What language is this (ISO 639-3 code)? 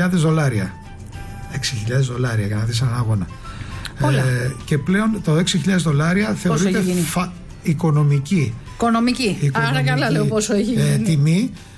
ell